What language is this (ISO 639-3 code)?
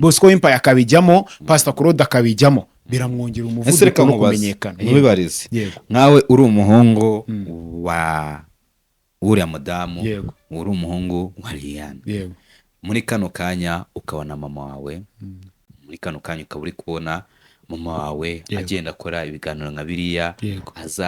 kin